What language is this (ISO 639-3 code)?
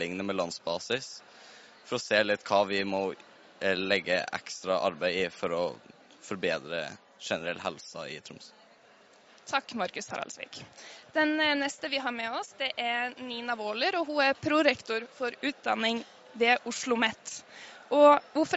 nor